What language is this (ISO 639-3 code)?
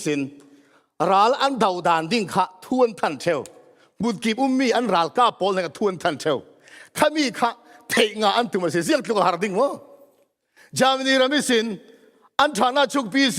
cfm